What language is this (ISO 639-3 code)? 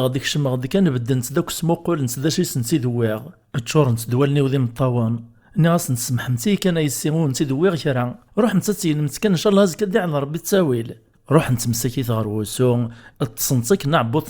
kab